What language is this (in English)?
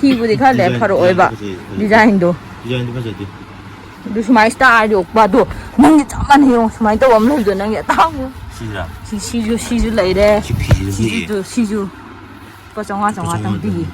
Manipuri